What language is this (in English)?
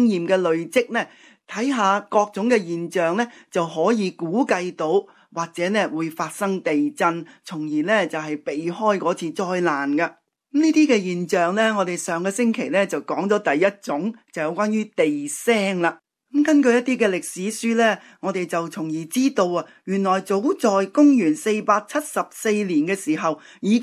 Cantonese